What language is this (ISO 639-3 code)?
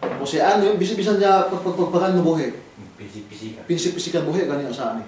yka